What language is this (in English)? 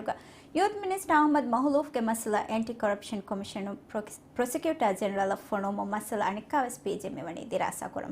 Divehi